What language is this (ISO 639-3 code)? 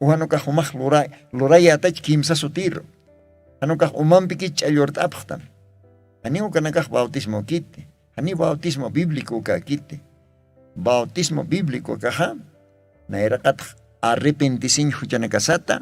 aym